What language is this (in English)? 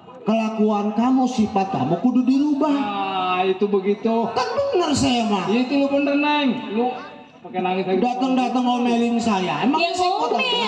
Betawi